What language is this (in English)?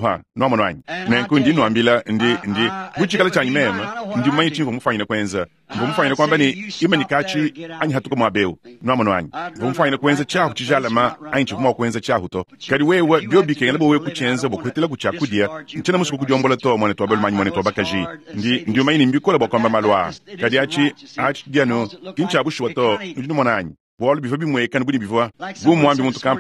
Luba-Lulua